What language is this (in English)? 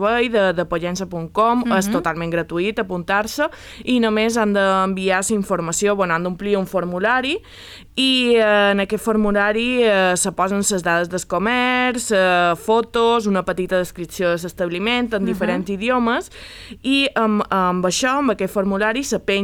Catalan